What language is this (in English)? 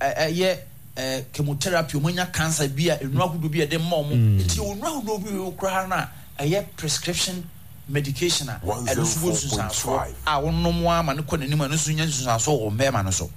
Akan